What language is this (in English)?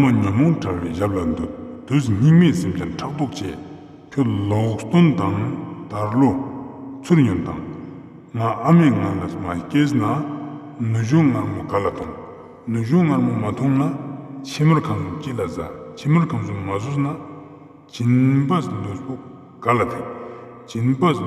Ladakhi